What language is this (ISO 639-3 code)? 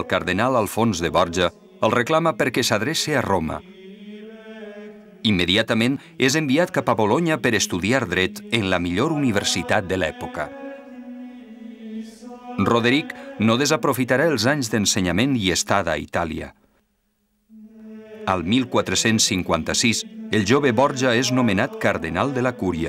cat